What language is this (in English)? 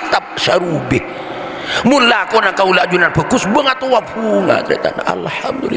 Madurese